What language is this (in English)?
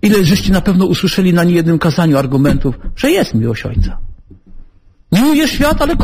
Polish